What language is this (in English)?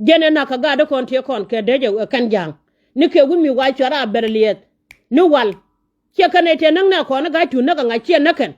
Nuer